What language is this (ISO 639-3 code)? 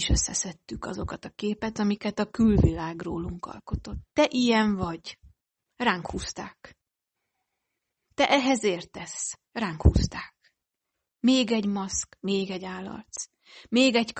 hun